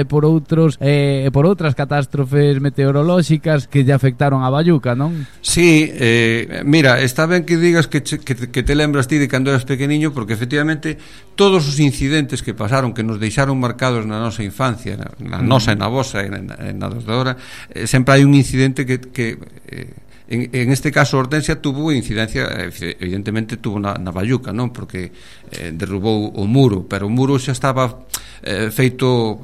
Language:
Galician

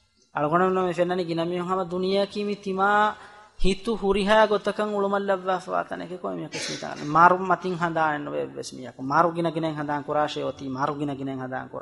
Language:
Divehi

